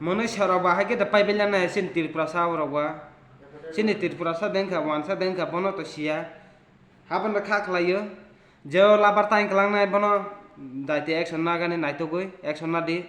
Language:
Kok Borok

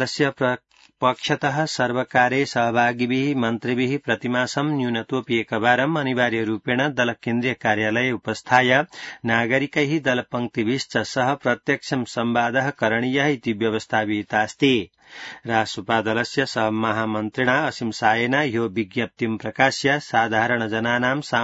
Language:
Sanskrit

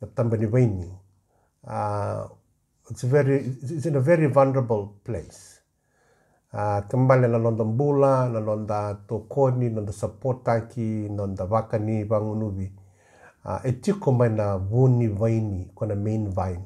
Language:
Fijian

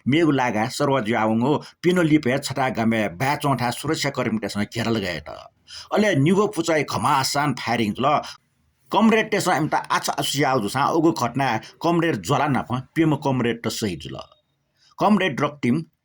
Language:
Newari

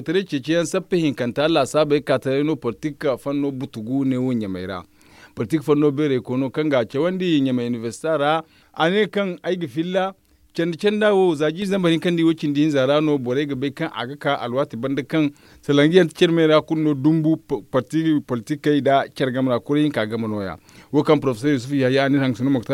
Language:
Zarma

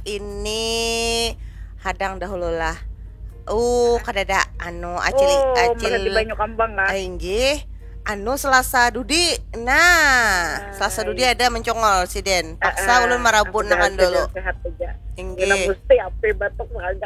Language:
Banjar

